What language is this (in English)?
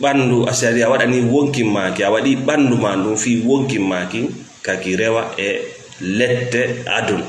Fula